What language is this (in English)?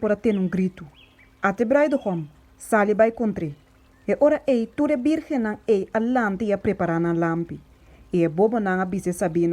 Papiamento